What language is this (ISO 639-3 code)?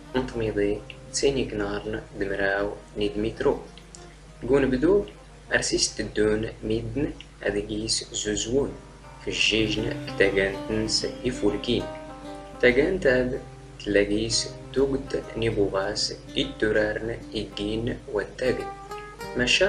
zgh